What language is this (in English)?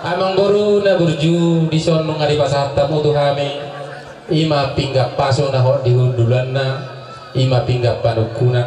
Batak Toba